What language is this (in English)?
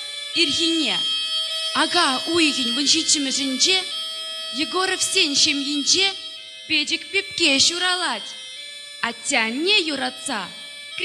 Chuvash